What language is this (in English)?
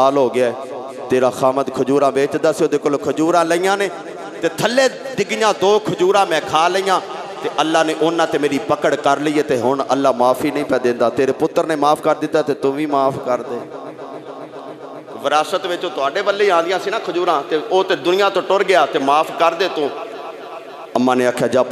Western Panjabi